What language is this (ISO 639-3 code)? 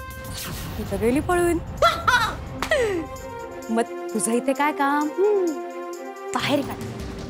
mar